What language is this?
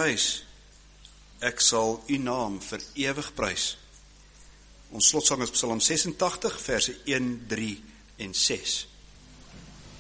Afrikaans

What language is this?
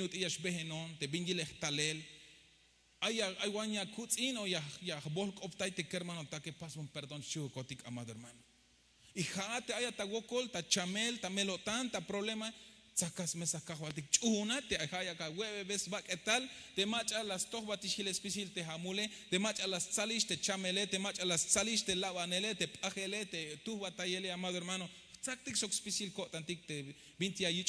Tzeltal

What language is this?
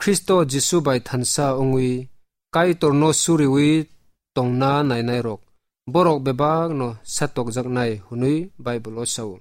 Kok Borok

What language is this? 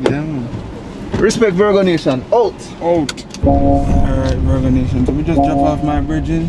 Jamaican Creole English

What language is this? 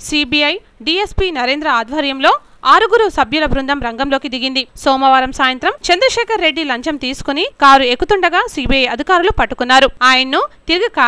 Telugu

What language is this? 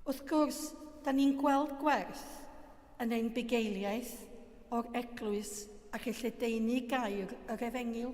Welsh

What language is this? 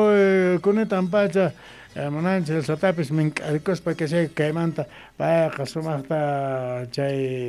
South Bolivian Quechua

